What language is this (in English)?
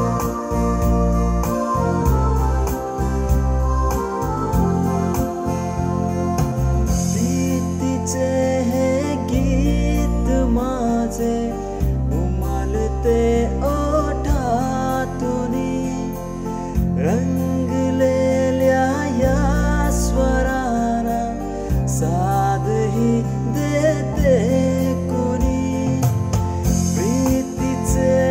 Marathi